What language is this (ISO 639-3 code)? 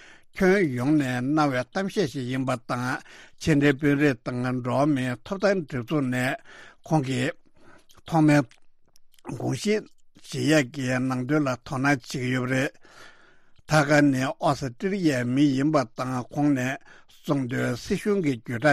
bod